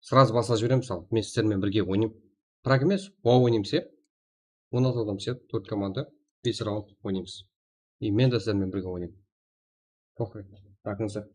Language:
Kara-Kalpak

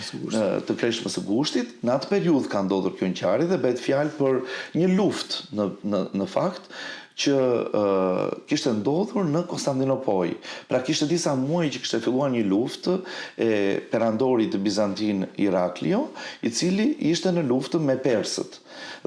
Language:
Albanian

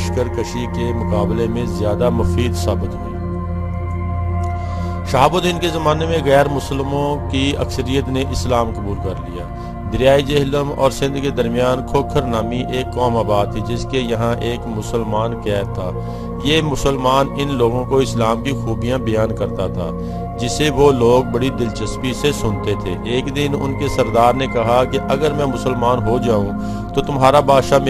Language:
Urdu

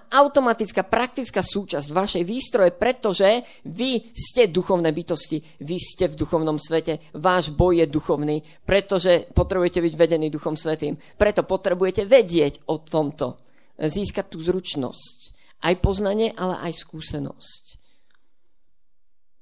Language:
Slovak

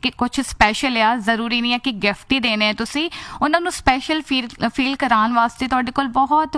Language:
Punjabi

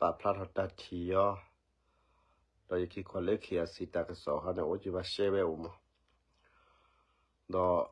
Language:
S'gaw Karen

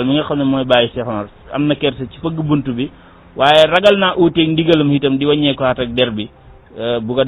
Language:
Wolof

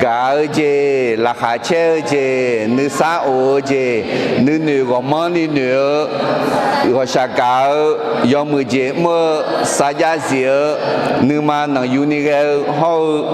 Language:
Akha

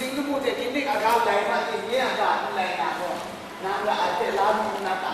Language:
Kachin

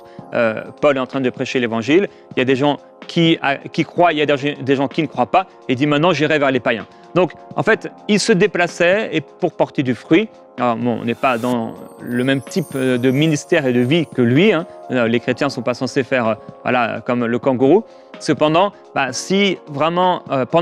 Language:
French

